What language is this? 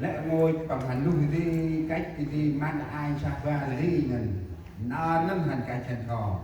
Central Mnong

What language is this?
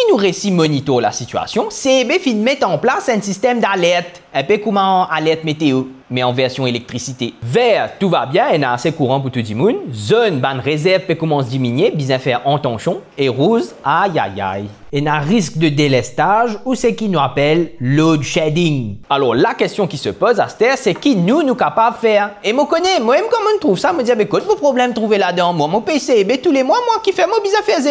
Morisyen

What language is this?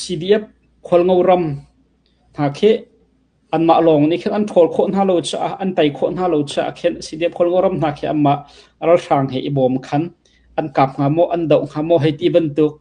Hakha Chin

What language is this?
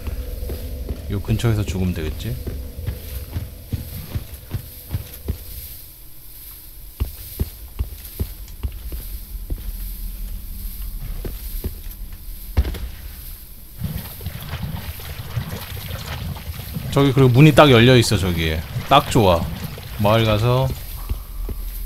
Korean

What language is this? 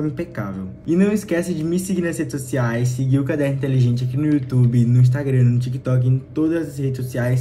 Portuguese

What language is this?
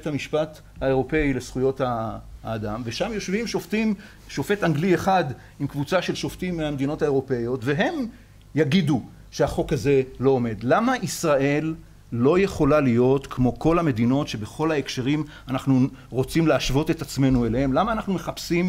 Hebrew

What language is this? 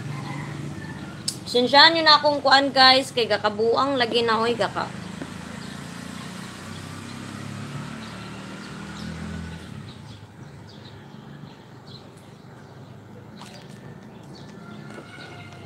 Filipino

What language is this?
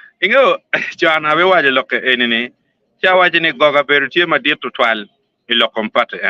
Acoli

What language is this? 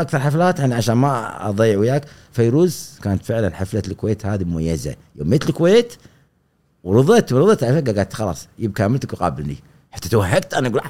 Gulf Arabic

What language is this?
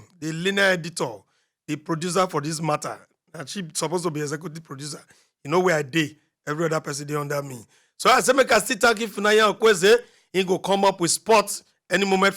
Nigerian Pidgin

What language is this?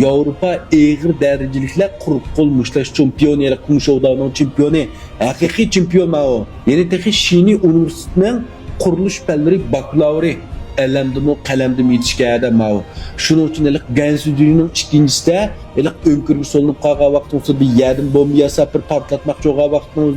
Uyghur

